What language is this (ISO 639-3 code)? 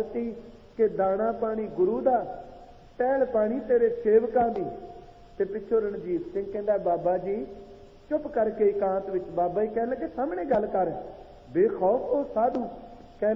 pan